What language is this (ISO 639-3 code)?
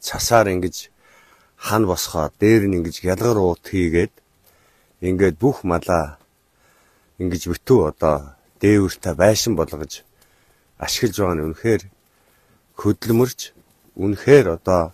mon